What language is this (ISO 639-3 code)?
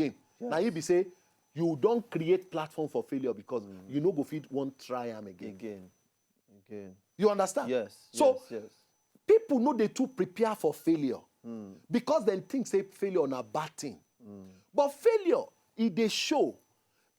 pcm